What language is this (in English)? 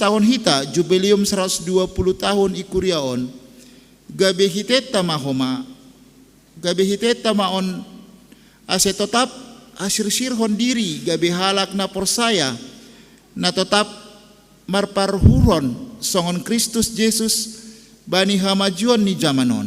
Batak Simalungun